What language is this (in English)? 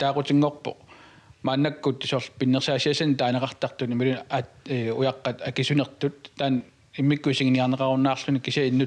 Kalaallisut